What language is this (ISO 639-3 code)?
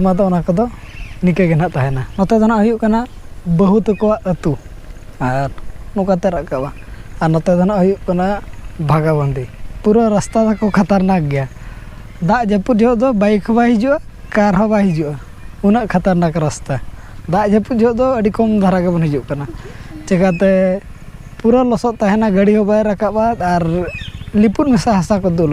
sat